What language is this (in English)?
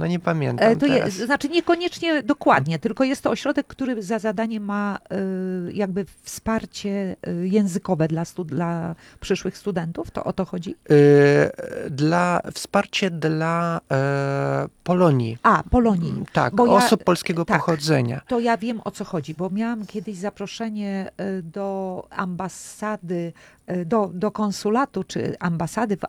Polish